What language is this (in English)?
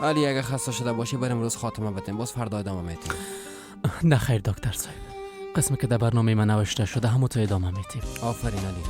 Persian